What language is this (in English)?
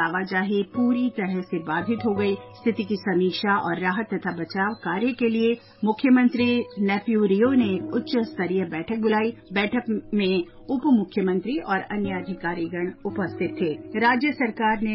Hindi